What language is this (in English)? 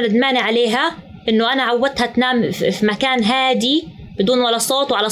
North Levantine Arabic